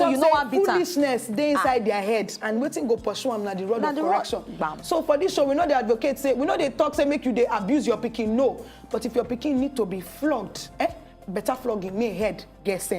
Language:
Nigerian Pidgin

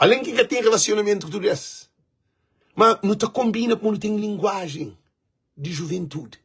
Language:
Kabuverdianu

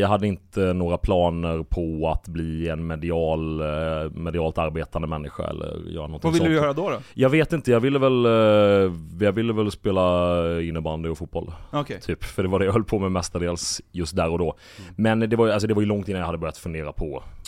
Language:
Swedish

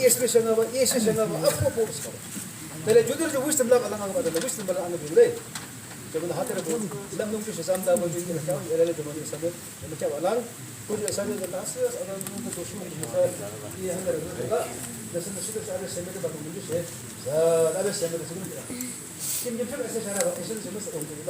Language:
Yimchungru Naga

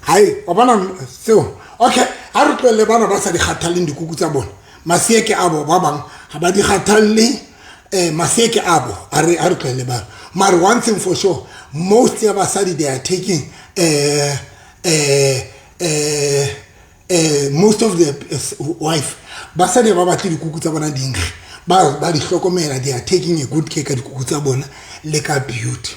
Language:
Southern Sotho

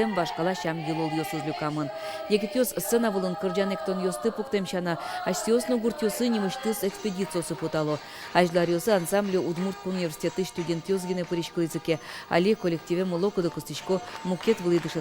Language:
Udmurt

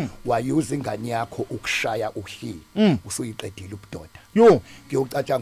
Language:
Zulu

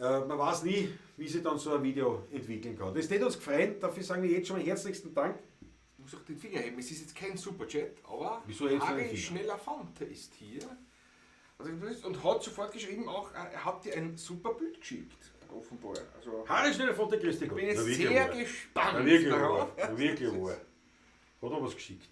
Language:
Bavarian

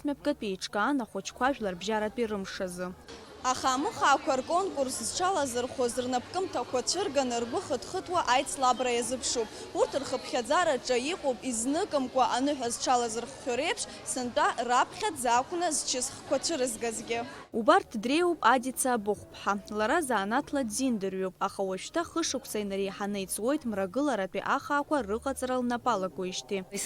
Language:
Abkhazian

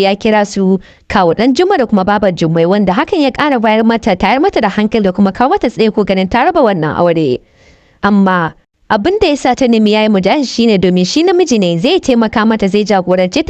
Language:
Hausa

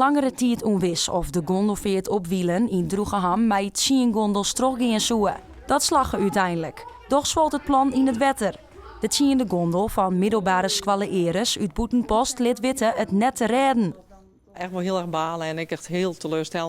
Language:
Western Frisian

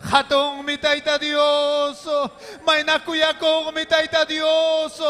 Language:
Ayacucho Quechua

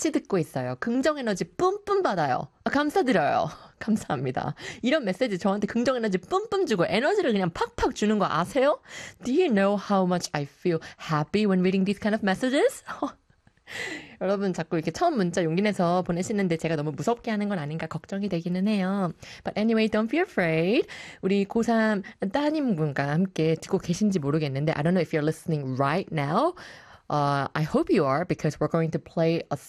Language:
Korean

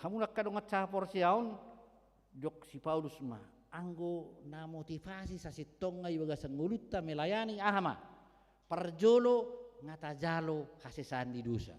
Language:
Batak Toba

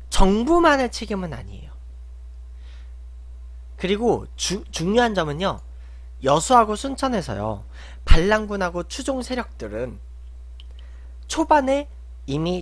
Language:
Korean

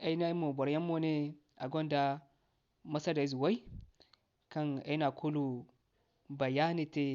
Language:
Zarma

